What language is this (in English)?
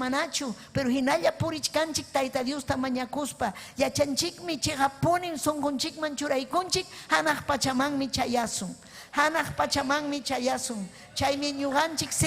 Ayacucho Quechua